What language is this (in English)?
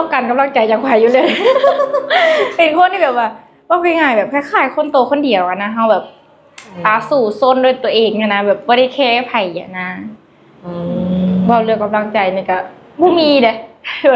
Lao